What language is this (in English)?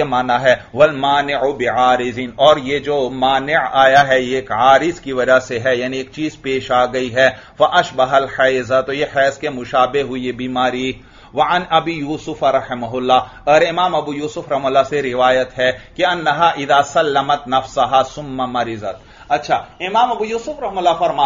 Urdu